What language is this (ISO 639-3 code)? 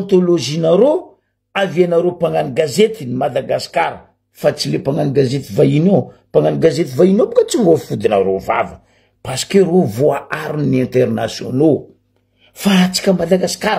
mlg